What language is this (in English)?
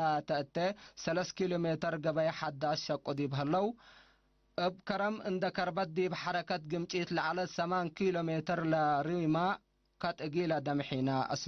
Tigre